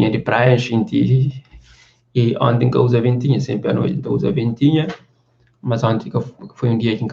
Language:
Kabuverdianu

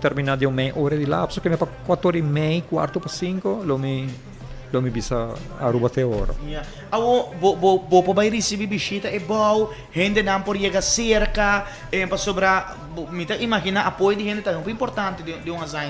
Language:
Papiamento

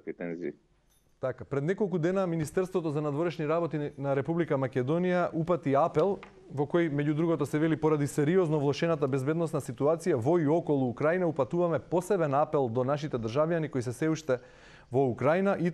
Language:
Macedonian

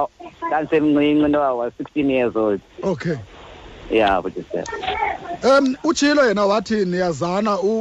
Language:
Xhosa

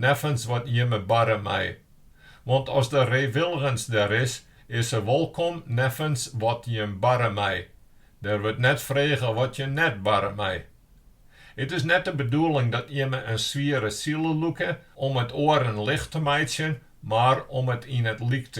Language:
Western Frisian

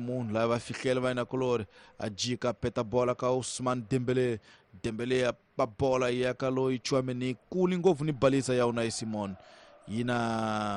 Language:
Tsonga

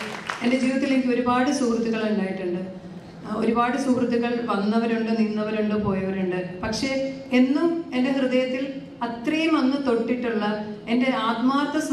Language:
Malayalam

